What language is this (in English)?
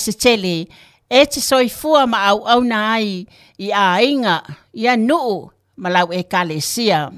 Samoan